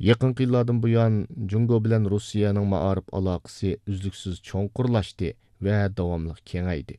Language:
Uyghur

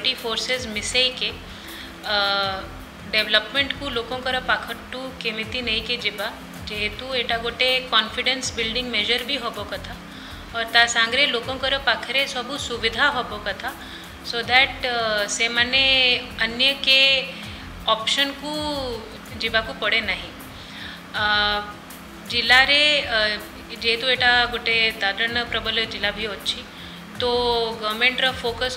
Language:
Odia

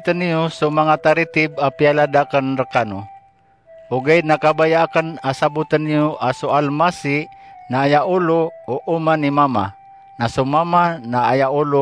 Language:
Maranao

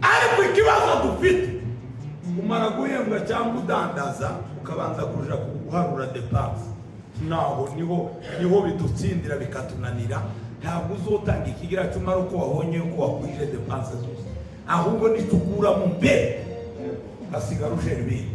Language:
Rundi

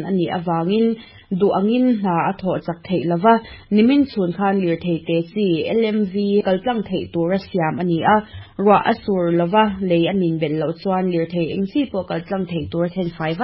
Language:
Mizo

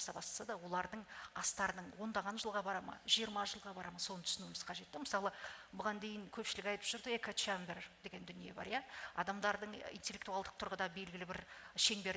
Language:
Kazakh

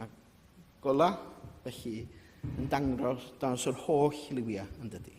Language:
Welsh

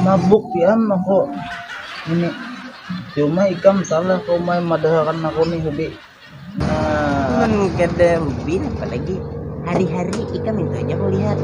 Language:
Banjar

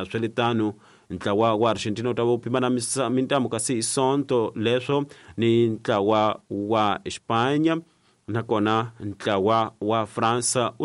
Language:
Tsonga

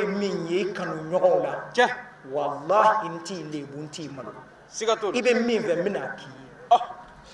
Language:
Bambara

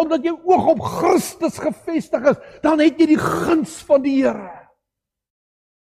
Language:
Afrikaans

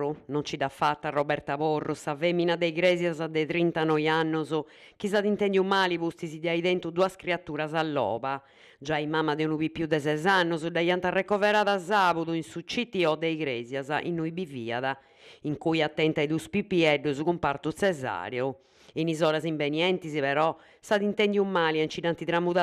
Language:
Sardinian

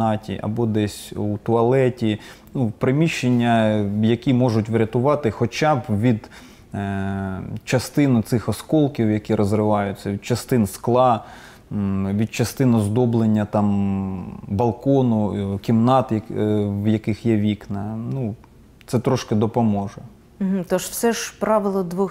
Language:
Ukrainian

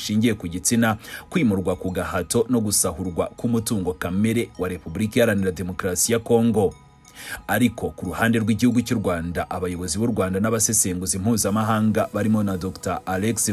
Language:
Kinyarwanda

